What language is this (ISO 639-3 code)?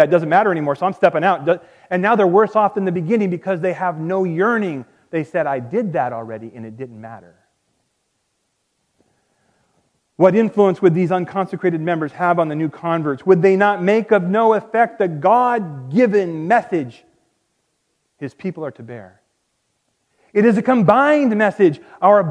eng